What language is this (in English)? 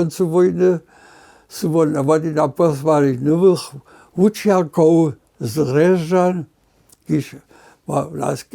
Upper Sorbian